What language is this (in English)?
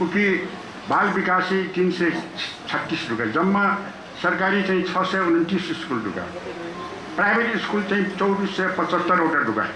Newari